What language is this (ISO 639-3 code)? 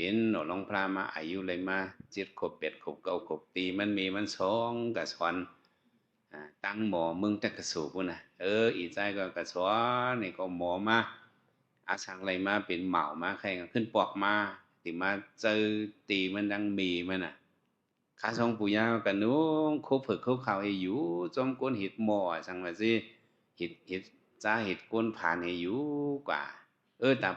shn